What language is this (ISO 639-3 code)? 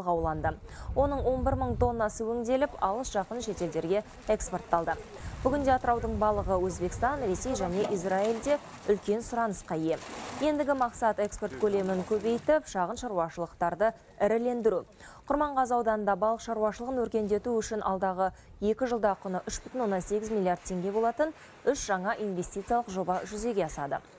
kaz